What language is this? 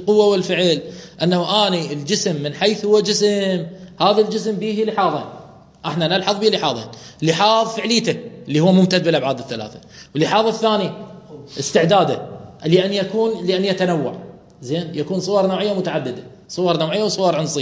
Mesopotamian Arabic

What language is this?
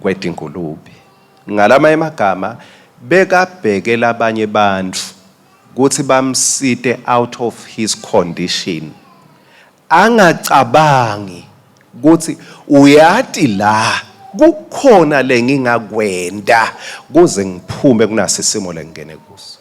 Swati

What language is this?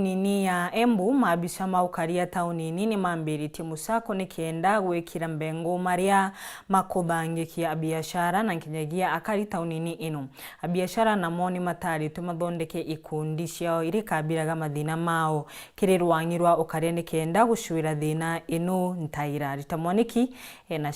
Meru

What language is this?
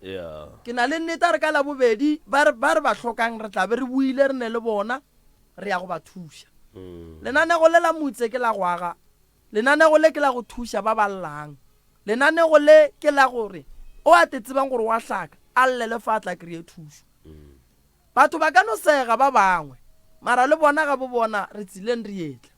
Northern Sotho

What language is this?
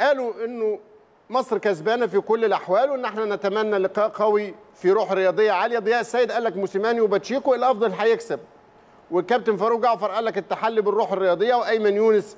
Egyptian Arabic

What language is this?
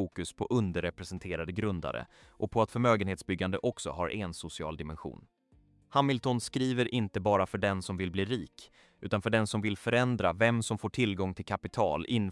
Swedish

